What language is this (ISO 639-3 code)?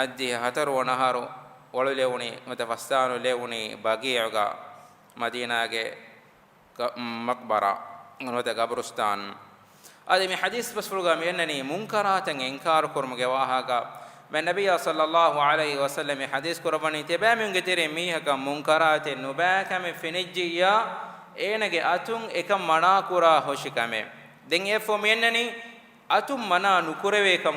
div